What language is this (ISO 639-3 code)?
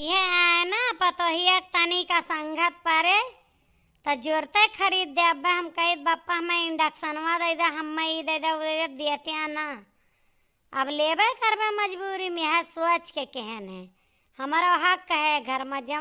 awa